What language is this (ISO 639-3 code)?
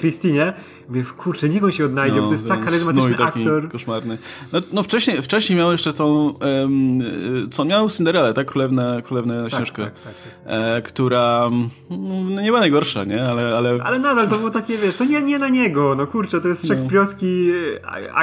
pol